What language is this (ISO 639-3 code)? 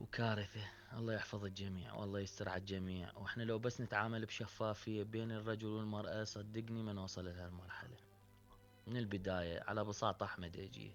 acm